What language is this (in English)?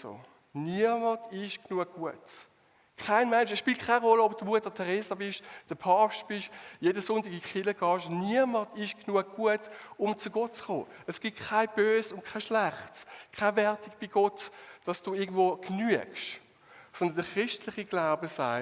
Swiss German